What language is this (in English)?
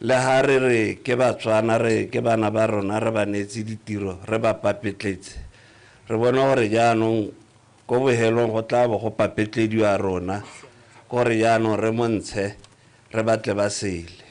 Tswana